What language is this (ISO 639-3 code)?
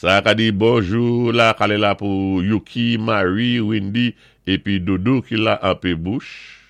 acf